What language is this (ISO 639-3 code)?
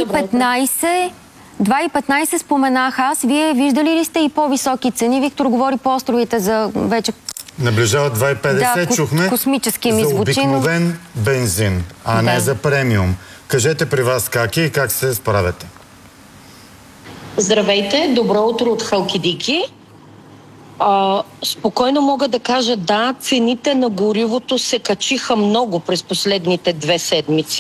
bul